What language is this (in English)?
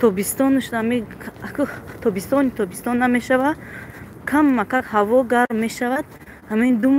Tajik